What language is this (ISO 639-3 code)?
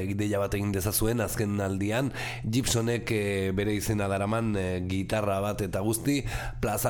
eus